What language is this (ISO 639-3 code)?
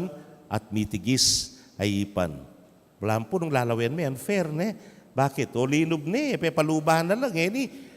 pam